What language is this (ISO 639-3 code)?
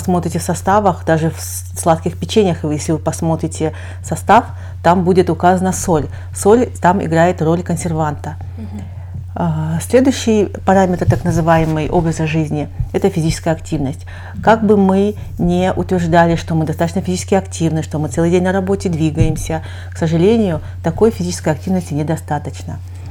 rus